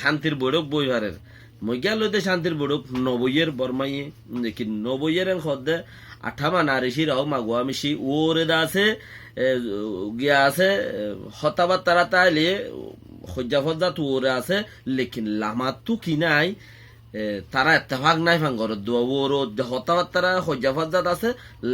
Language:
Rohingya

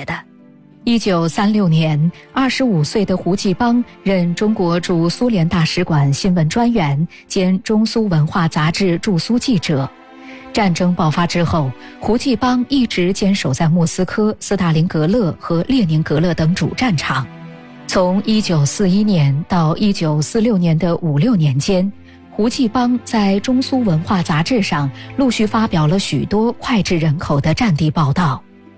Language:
Chinese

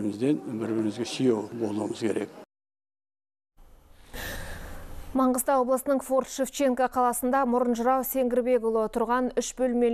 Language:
Kazakh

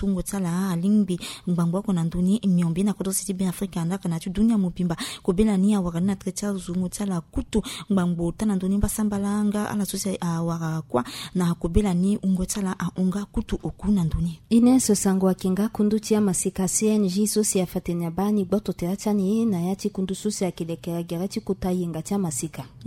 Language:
Sango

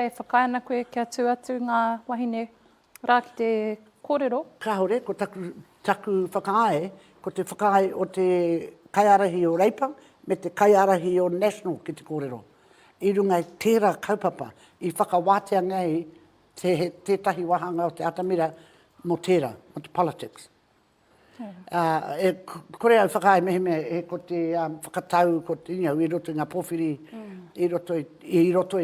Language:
Māori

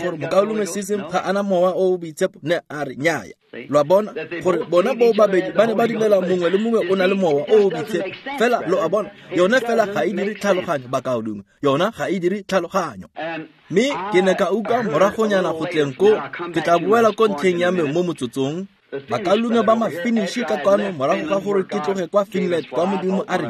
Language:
Tswana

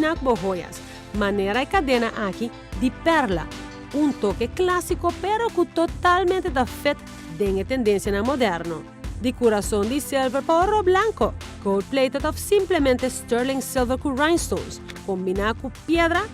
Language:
Papiamento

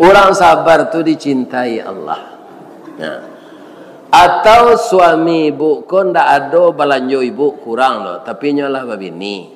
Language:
Minangkabau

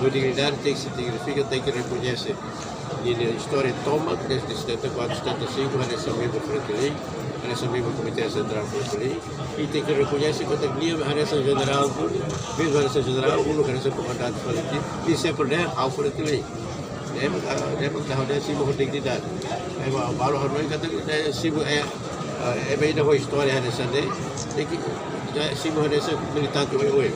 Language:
Tetum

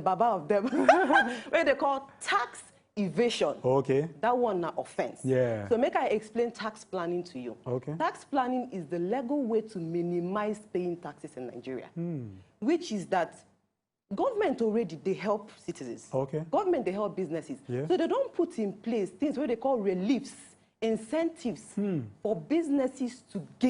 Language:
Nigerian Pidgin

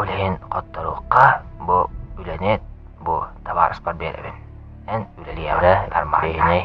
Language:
Yakut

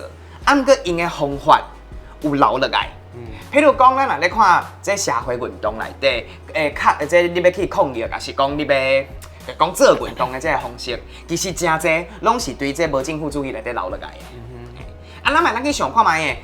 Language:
Min Nan Chinese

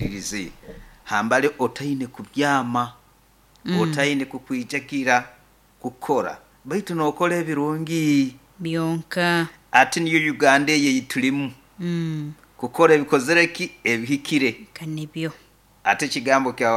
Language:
Nyoro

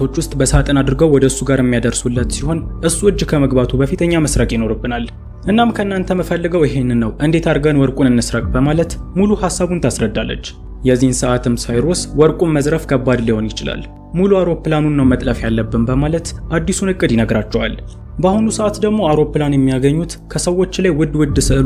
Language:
Amharic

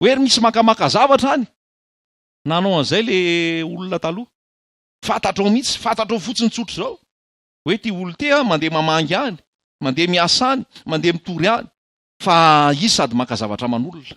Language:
Malagasy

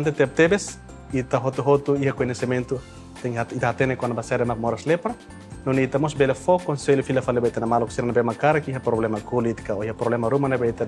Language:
Tetum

